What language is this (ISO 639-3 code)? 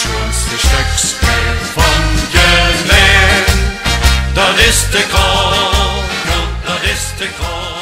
lim